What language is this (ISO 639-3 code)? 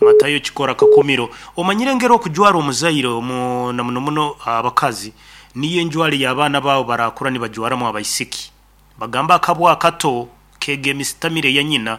nyn